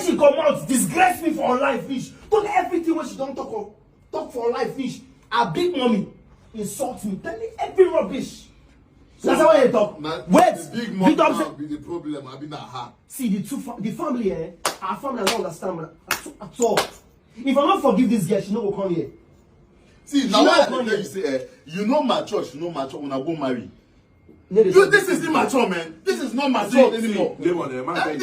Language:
Nigerian Pidgin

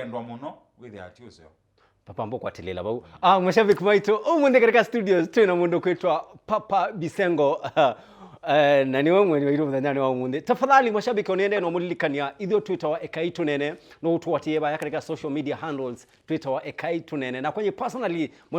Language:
Kamba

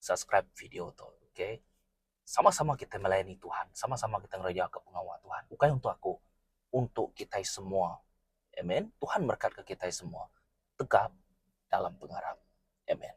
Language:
Iban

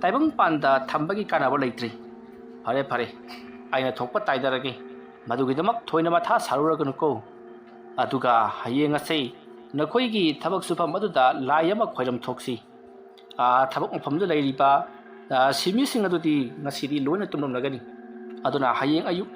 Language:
Manipuri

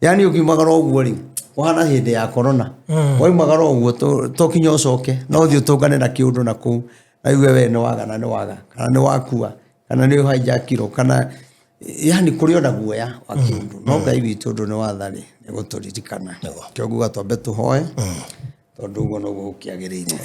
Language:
Kikuyu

